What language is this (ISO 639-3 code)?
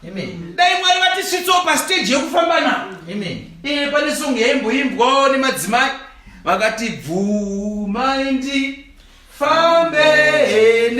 sna